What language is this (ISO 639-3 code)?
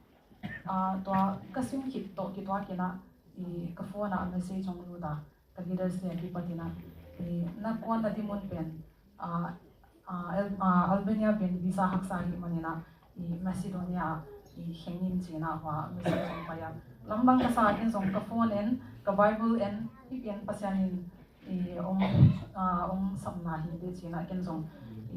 ctd